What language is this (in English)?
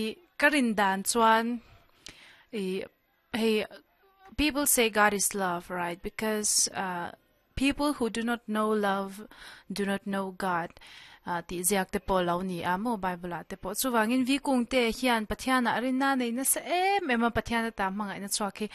Mizo